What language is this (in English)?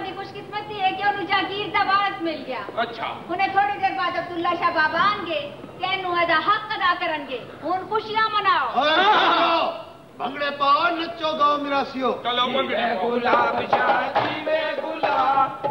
Punjabi